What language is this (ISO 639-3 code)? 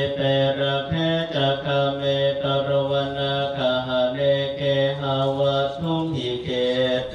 pli